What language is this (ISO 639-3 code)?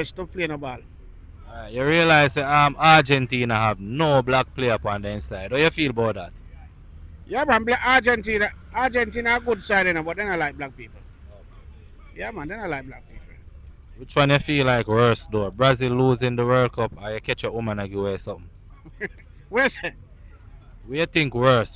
jam